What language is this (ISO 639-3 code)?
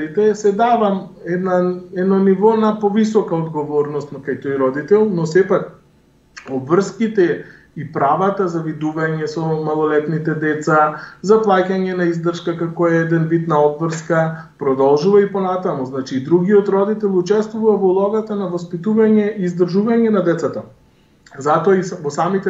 mkd